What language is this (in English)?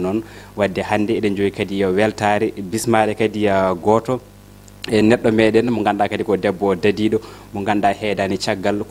Fula